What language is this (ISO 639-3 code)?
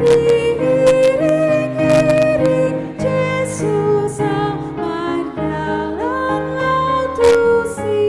bbc